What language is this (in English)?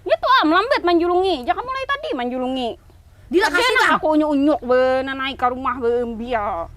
Banjar